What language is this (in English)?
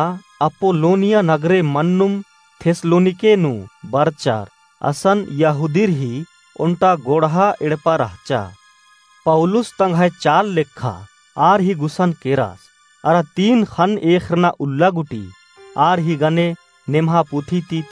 Kurukh